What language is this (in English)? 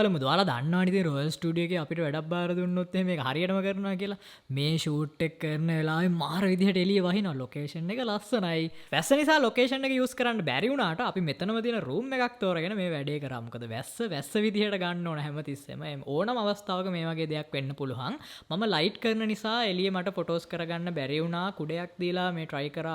Sinhala